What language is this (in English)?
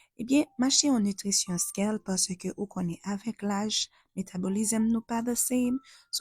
Haitian Creole